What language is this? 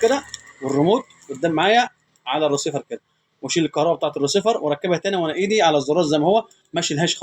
Egyptian Arabic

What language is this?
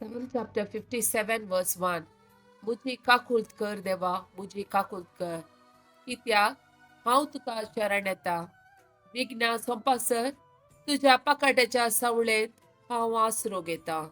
Konkani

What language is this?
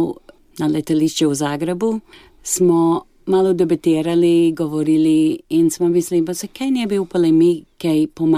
Slovenian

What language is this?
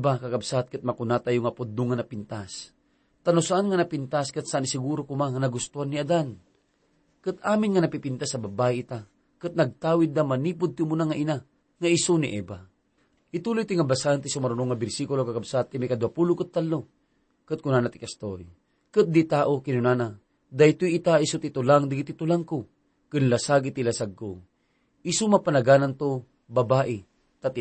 Iloko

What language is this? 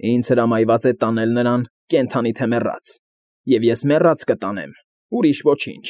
Armenian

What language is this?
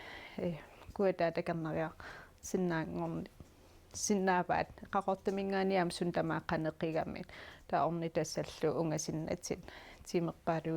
Kalaallisut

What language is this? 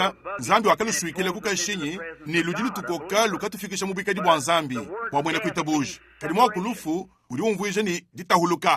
Luba-Lulua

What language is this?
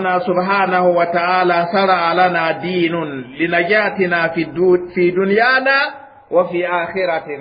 Mossi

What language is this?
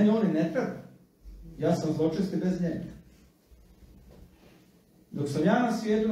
Croatian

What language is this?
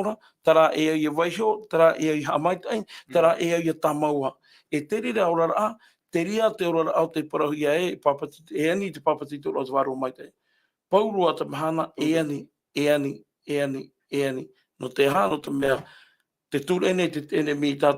Tahitian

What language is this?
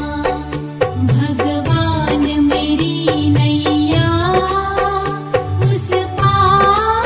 Hindi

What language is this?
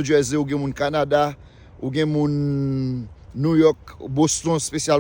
Haitian Creole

